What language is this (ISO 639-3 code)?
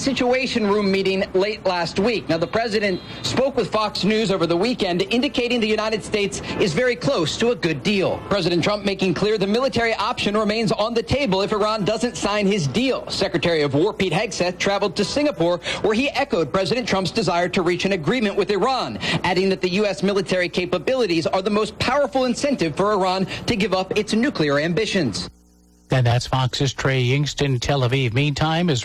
eng